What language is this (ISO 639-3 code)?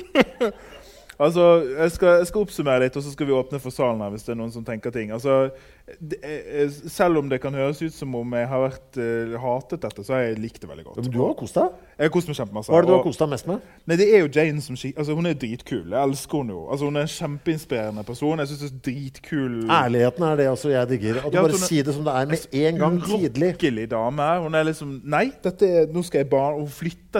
nor